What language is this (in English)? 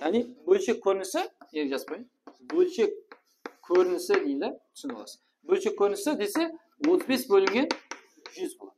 Kara-Kalpak